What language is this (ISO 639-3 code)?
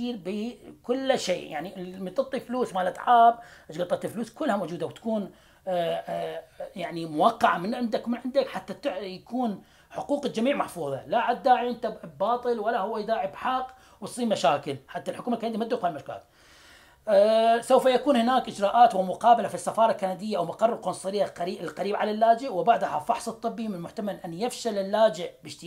acm